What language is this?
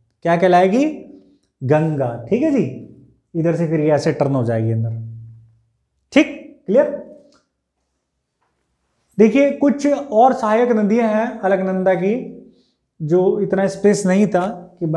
Hindi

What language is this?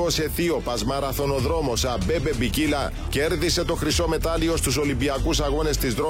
Greek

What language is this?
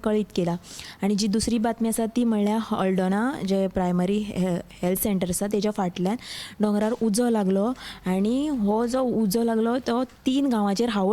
Konkani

